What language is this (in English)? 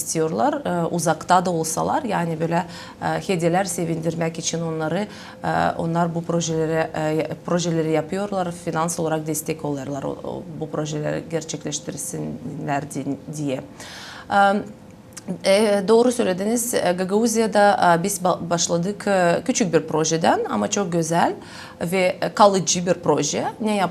Gagauz